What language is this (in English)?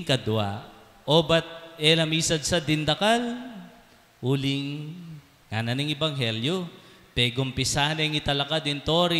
Pampanga